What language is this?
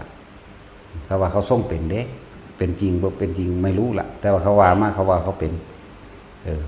Northeastern Thai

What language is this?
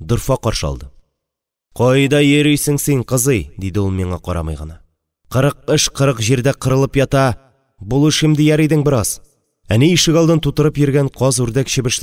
Tatar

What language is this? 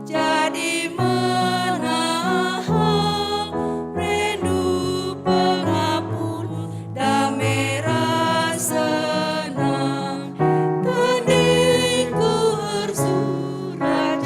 Batak Karo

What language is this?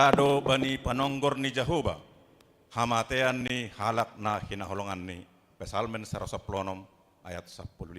Batak Simalungun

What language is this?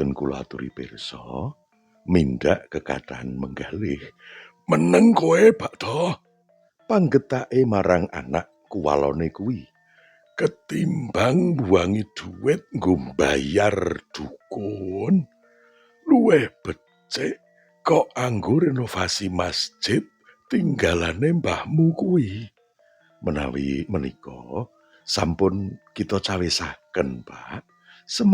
Javanese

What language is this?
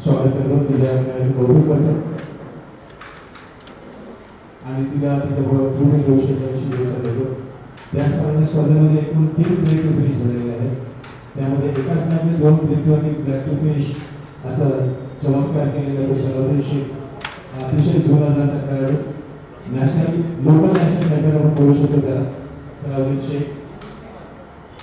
Marathi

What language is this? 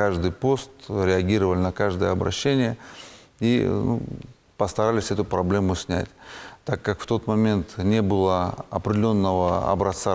Russian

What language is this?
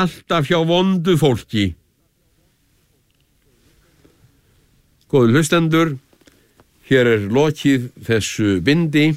Icelandic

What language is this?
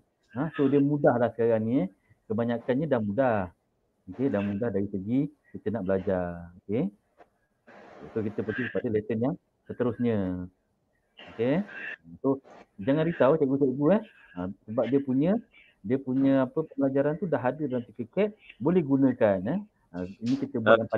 Malay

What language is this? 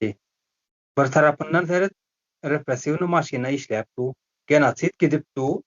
Turkmen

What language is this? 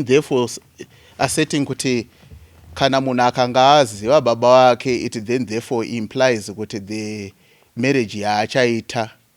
Shona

